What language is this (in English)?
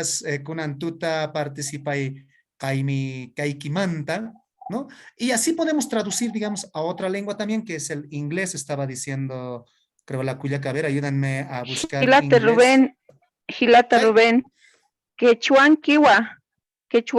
Aymara